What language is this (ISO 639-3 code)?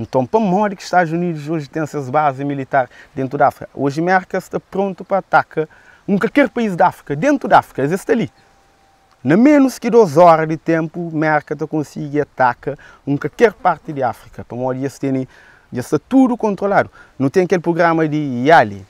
kea